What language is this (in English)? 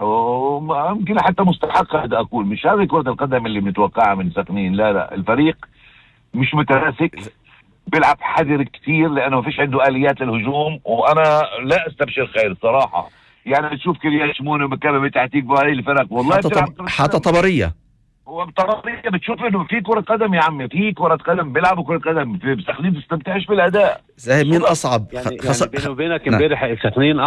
North Levantine Arabic